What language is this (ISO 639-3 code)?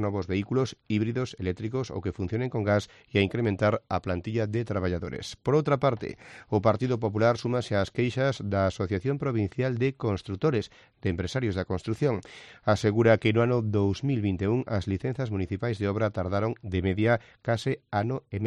glg